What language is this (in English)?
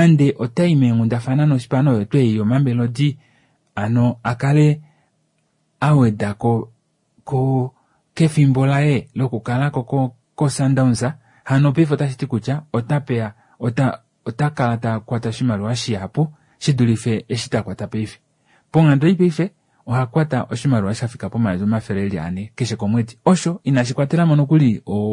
Kuanyama